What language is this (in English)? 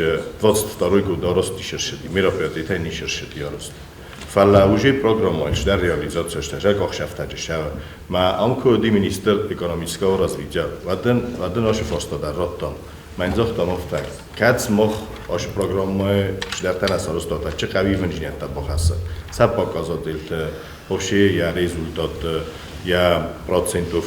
Ossetic